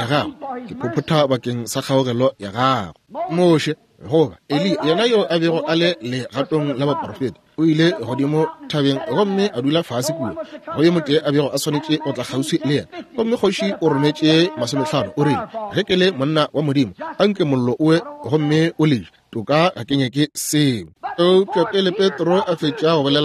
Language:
Northern Sotho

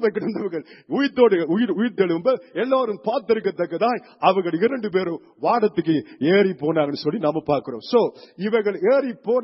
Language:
Tamil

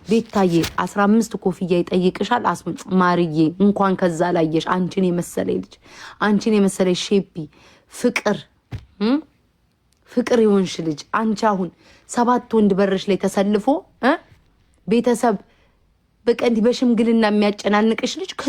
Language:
Amharic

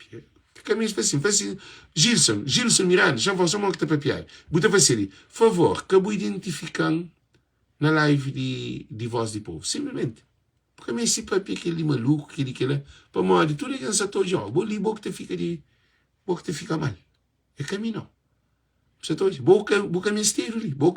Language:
Kabuverdianu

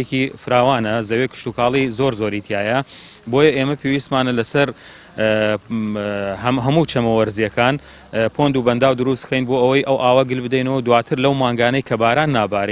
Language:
Central Kurdish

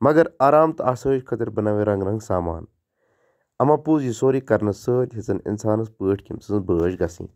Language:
Kashmiri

